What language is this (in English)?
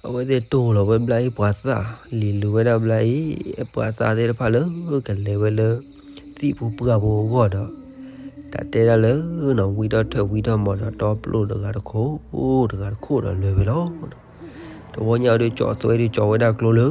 S'gaw Karen